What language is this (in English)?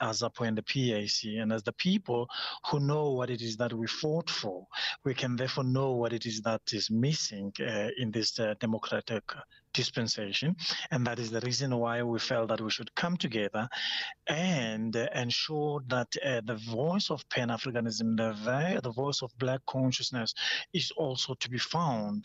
English